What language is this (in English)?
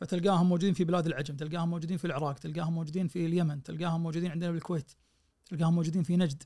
Najdi Arabic